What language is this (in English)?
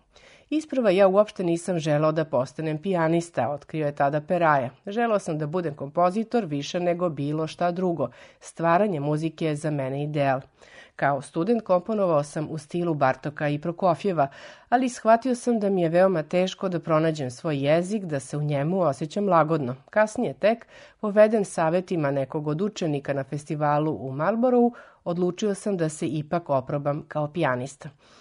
Serbian